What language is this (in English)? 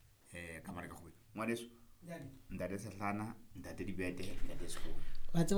Southern Sotho